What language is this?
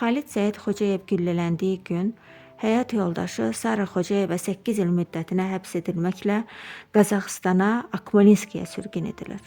Azerbaijani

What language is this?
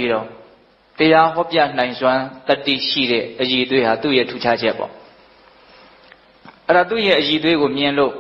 Burmese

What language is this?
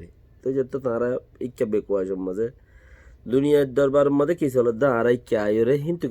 Rohingya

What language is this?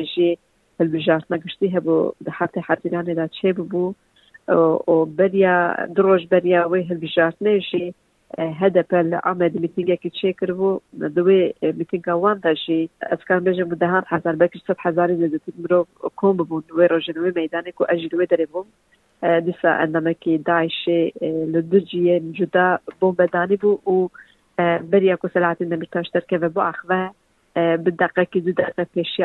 Kurdish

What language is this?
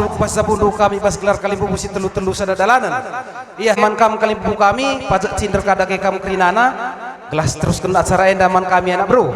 Batak Karo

